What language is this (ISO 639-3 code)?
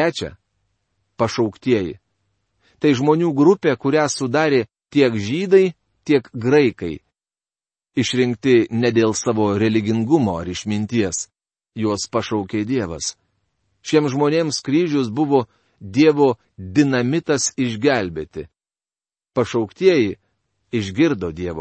lit